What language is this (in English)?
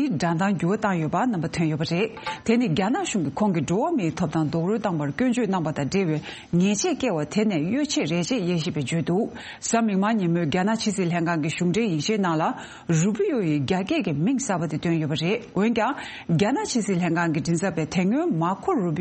Tibetan